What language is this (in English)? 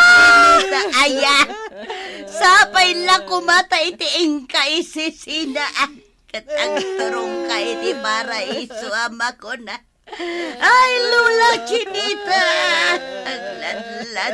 Iloko